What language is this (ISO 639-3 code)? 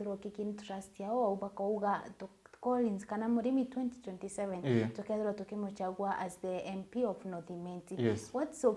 mer